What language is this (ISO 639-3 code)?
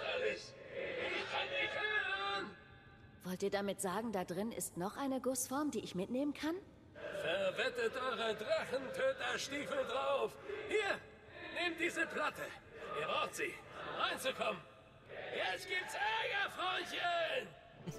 deu